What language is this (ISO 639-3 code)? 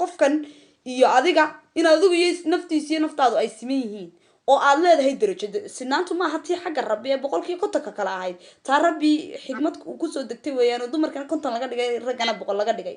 som